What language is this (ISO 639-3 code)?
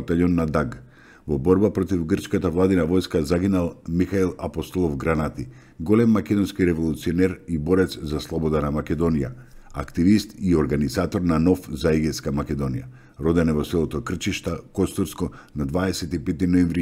mkd